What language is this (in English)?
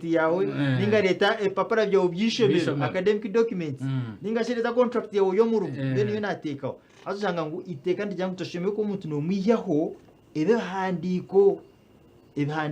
Nyankole